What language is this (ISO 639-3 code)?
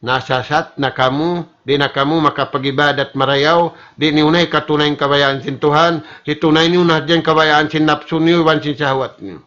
tsg